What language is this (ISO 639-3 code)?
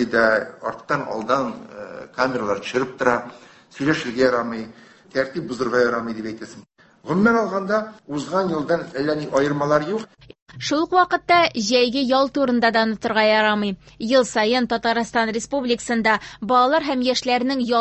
tat